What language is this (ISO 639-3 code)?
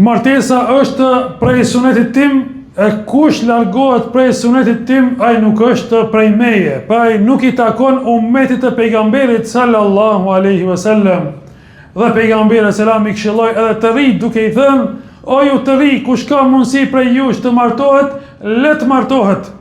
sqi